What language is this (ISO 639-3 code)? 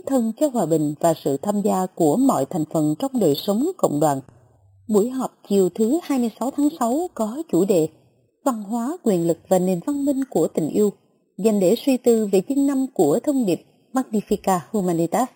vie